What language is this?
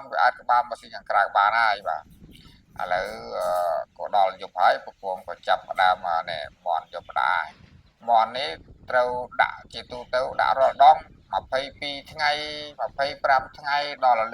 Khmer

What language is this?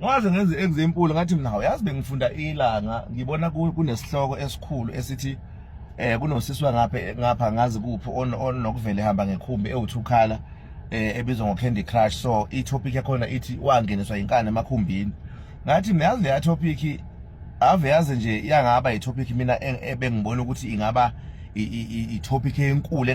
Zulu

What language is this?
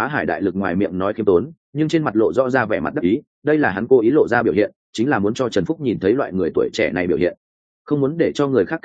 Vietnamese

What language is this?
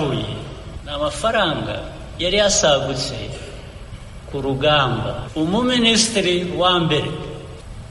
Kinyarwanda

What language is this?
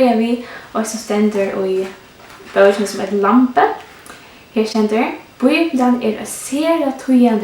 Faroese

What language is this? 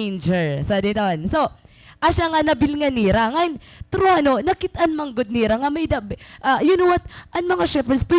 Waray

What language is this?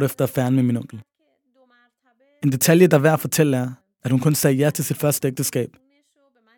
Danish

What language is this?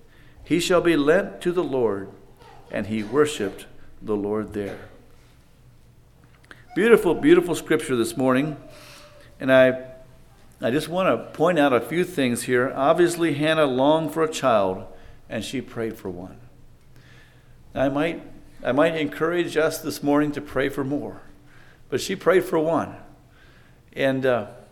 English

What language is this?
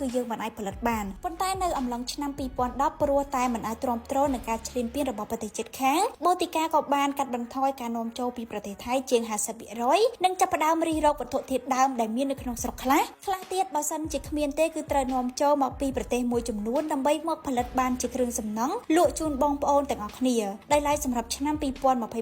Khmer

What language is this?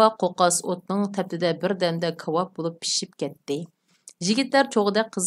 Uyghur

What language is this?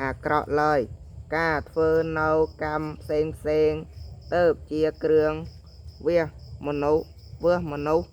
Khmer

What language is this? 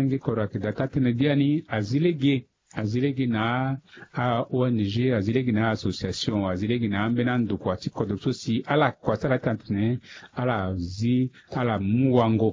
Sango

